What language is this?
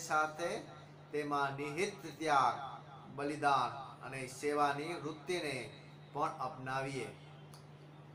Gujarati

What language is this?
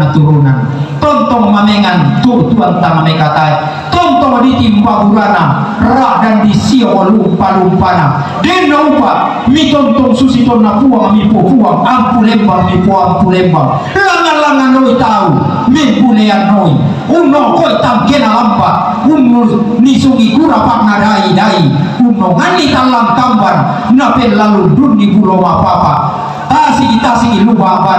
Toraja-Sa'dan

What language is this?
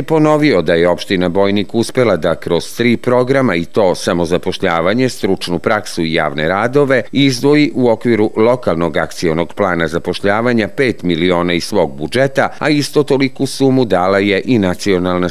Serbian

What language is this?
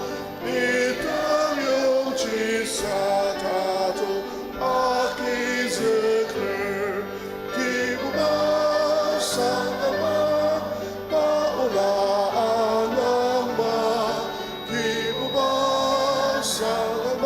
Ao Naga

